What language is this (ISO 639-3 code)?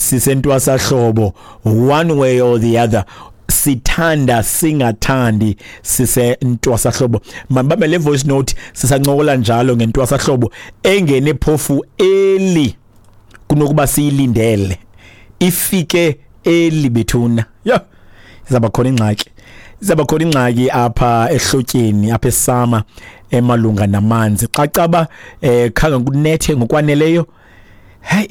xho